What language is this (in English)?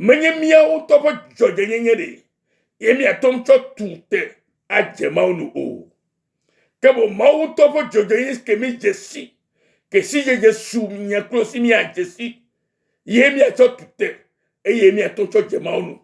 Ewe